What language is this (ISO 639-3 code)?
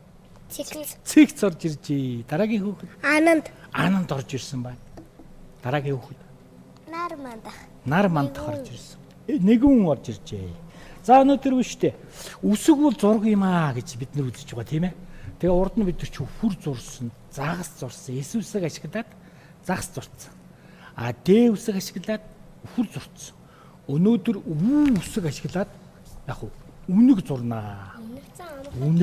mon